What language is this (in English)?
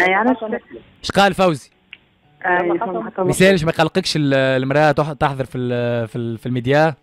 Tunisian Arabic